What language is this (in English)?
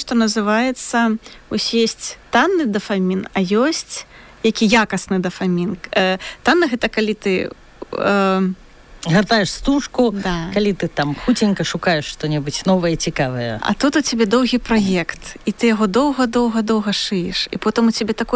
Belarusian